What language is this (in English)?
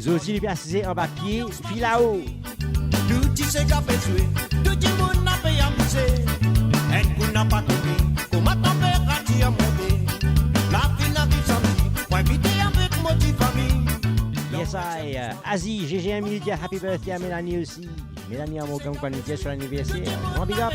Morisyen